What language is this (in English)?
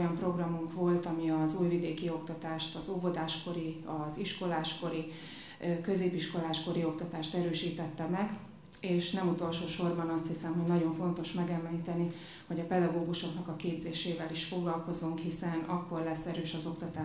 Hungarian